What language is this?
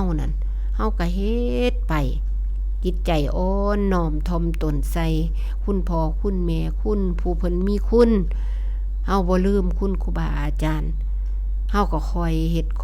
Northeastern Thai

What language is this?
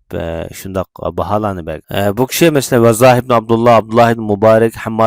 Uyghur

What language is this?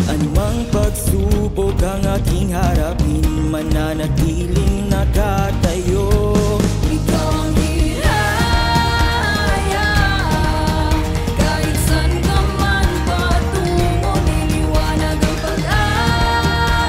Filipino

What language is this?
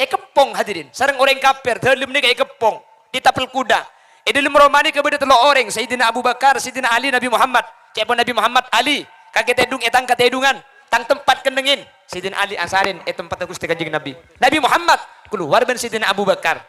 Madurese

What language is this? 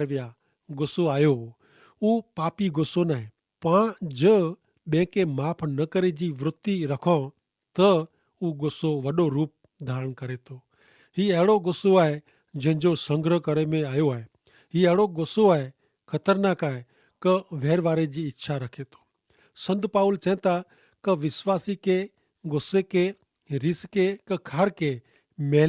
Kachhi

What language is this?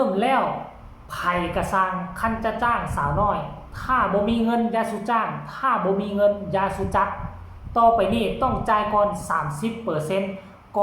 Northeastern Thai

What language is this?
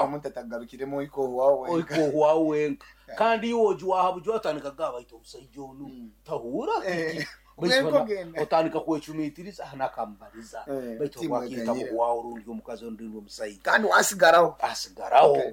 Nyoro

